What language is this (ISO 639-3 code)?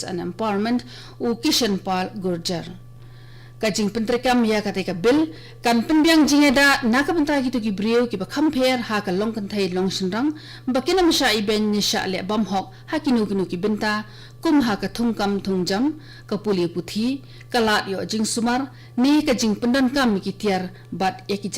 kha